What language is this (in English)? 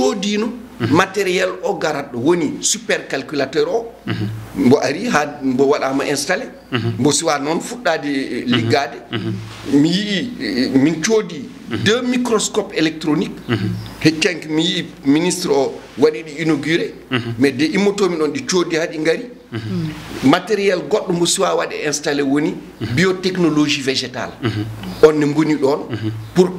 Fula